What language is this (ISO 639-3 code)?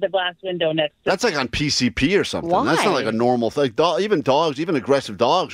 eng